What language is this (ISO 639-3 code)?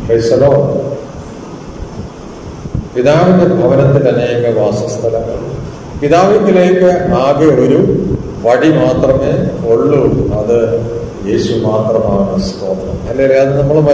mal